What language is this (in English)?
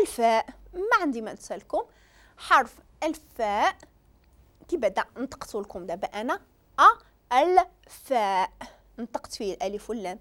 Moroccan Arabic